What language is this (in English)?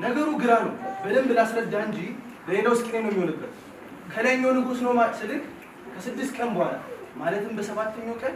Amharic